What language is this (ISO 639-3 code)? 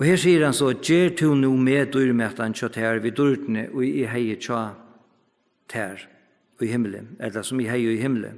fao